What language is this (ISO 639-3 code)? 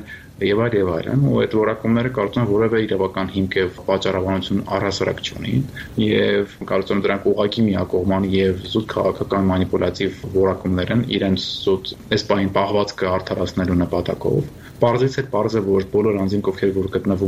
hye